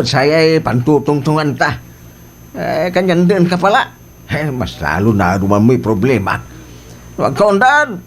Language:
Pangasinan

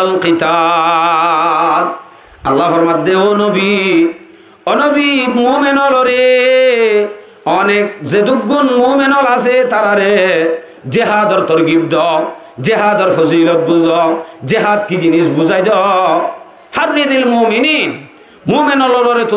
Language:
Rohingya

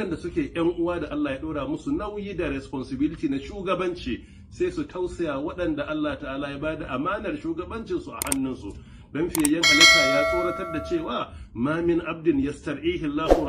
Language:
Hausa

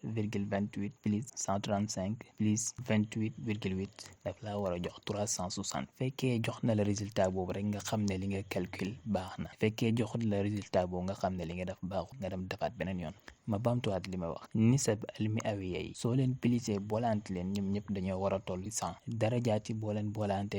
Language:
Wolof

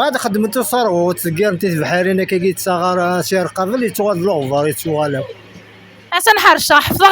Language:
Kabyle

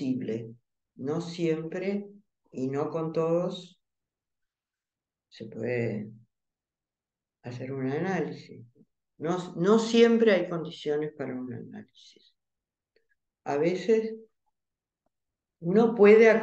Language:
Spanish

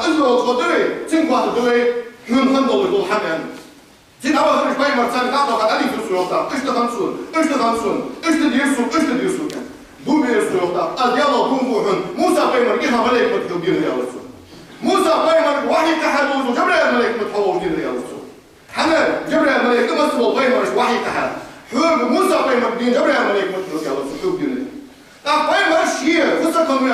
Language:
Ingush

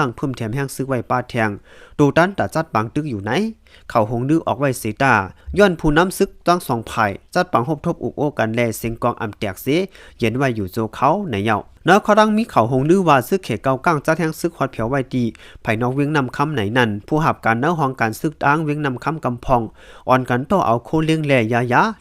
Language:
Shan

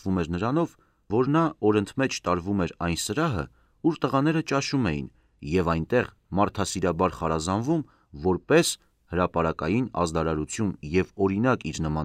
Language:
Armenian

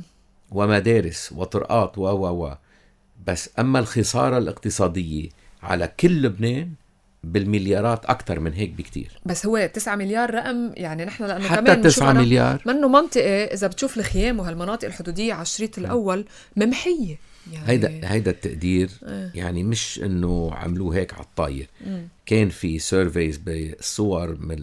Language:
North Levantine Arabic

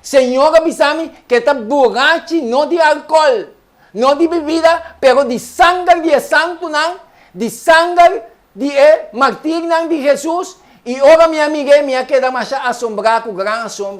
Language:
Papiamento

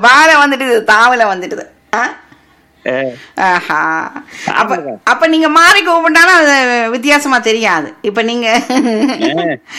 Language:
Tamil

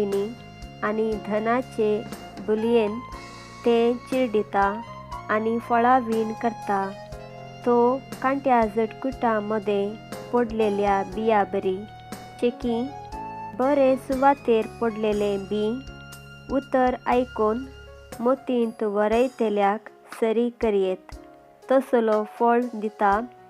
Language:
Konkani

